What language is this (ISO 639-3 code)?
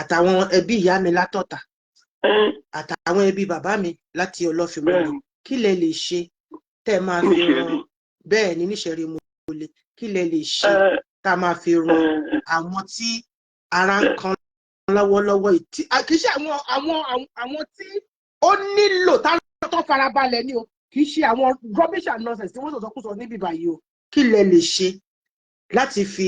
yor